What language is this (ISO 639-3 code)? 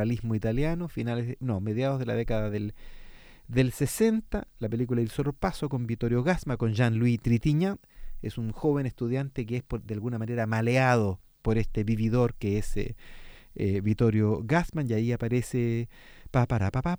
spa